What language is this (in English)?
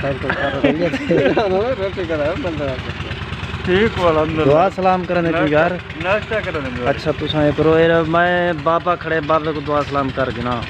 Saraiki